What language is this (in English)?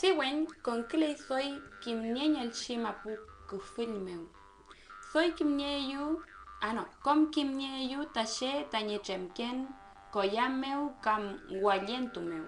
Mapuche